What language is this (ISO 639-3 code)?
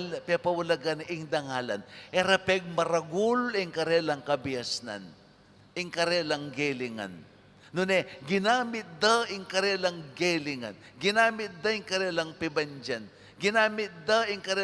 pam